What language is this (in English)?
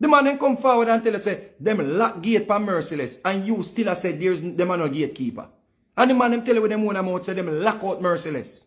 Jamaican Creole English